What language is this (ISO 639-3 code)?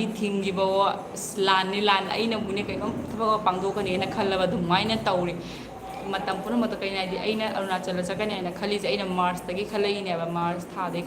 mni